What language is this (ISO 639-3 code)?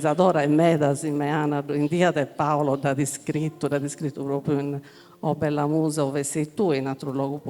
srd